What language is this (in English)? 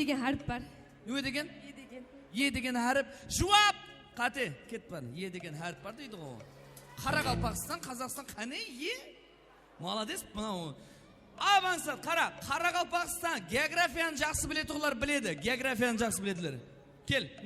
Kara-Kalpak